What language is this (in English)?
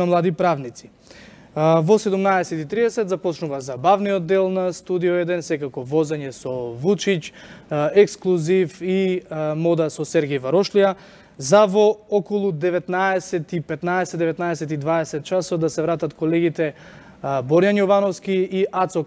Macedonian